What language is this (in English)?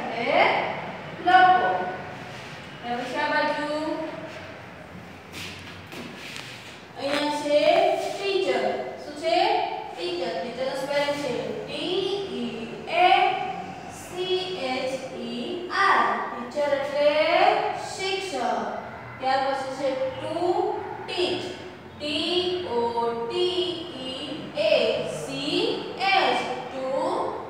Gujarati